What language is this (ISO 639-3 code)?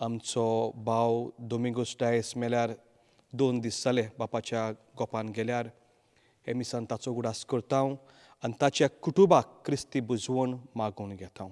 kok